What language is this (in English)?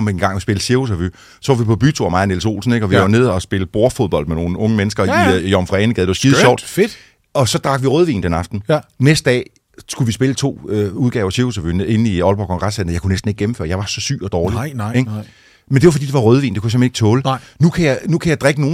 Danish